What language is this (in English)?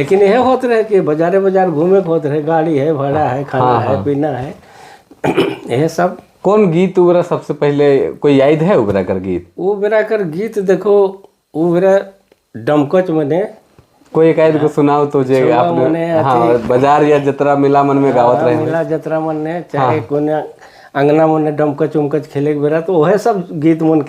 Sadri